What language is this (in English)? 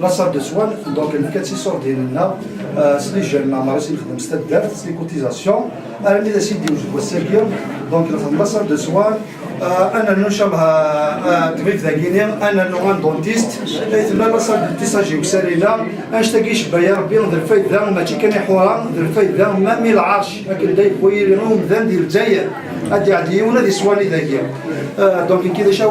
Kabyle